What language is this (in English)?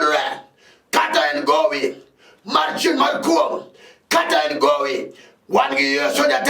Luo (Kenya and Tanzania)